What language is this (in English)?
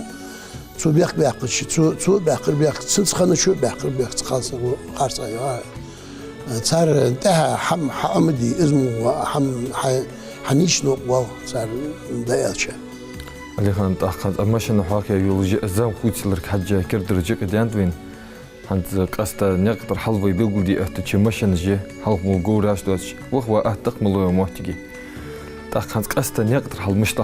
Ingush